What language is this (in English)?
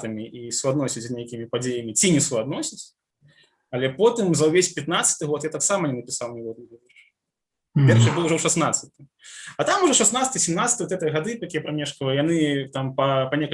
Belarusian